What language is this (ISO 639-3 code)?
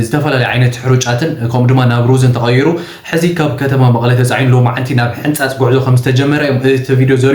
tir